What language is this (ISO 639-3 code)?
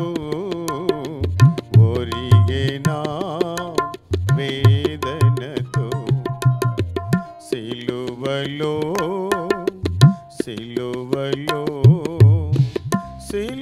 tel